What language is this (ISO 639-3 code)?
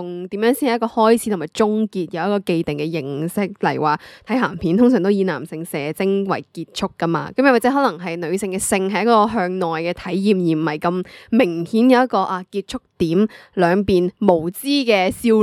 yue